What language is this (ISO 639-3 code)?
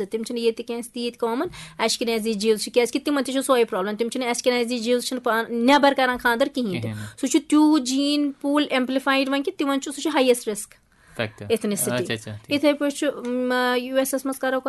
kas